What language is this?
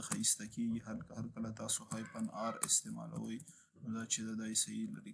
Pashto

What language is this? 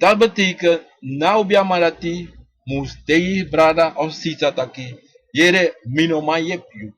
Sranan Tongo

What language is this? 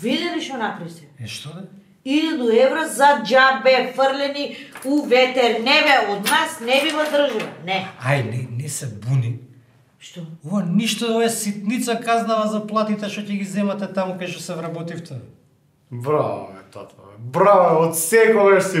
Macedonian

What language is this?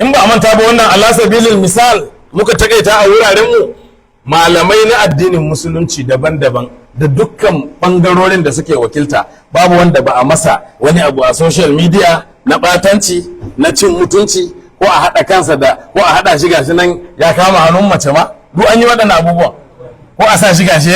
Hausa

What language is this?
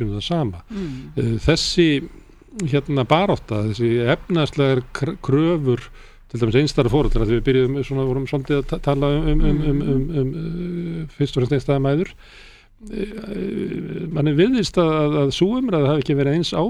Icelandic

